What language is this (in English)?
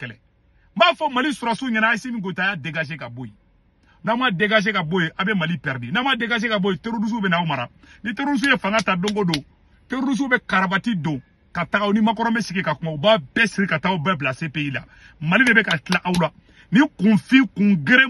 Bambara